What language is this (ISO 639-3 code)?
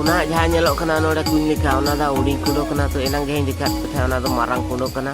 sat